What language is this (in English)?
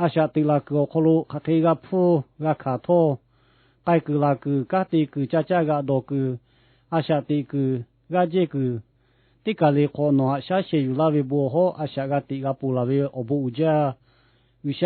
Lahu